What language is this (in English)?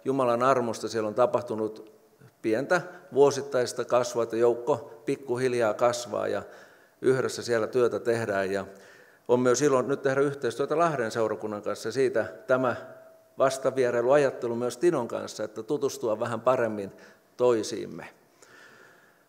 Finnish